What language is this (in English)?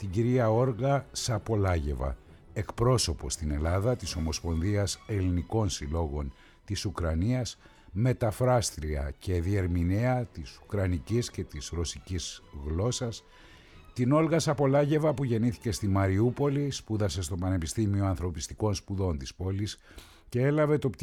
Greek